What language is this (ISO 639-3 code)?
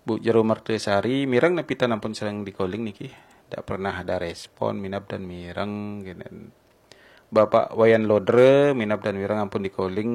ban